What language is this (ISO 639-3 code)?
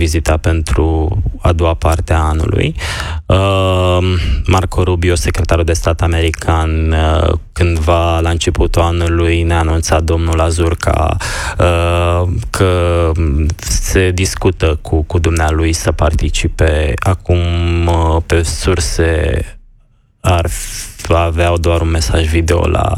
ron